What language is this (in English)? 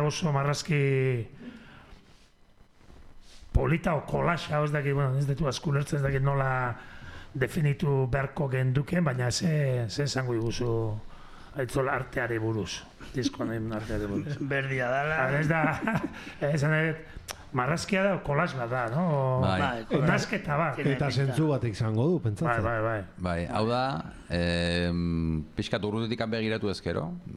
Basque